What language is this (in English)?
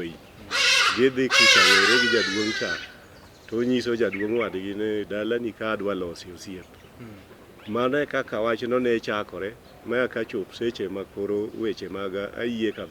Luo (Kenya and Tanzania)